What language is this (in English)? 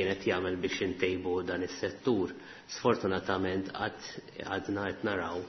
Maltese